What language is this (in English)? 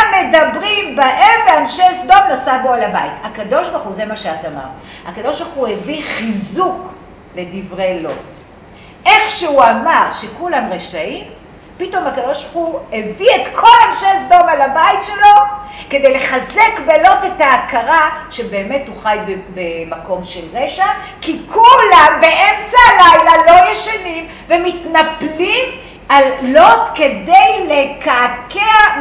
Hebrew